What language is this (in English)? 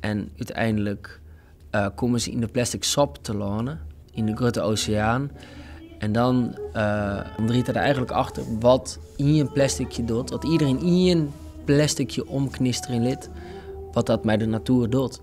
Western Frisian